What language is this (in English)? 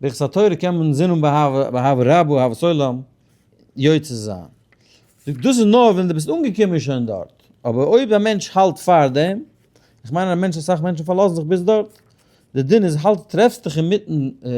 Yiddish